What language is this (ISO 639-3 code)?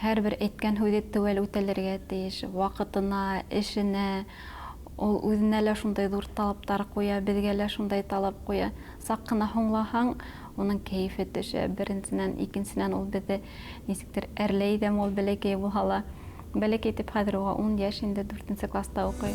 bak